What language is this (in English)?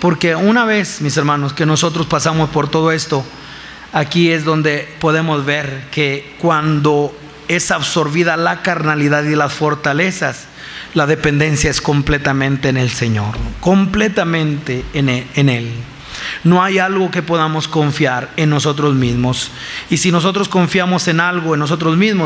Spanish